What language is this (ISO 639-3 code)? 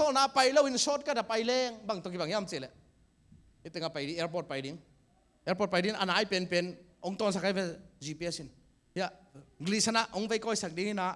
ctd